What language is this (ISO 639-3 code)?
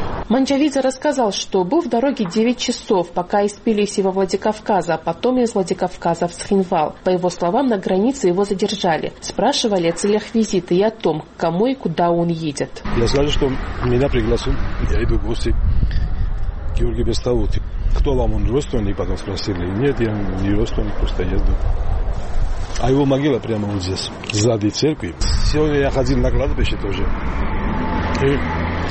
rus